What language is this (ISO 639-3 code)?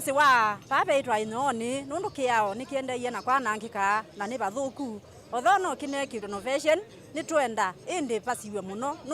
kam